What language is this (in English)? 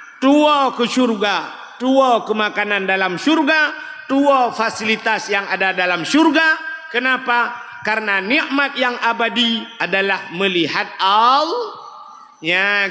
Achinese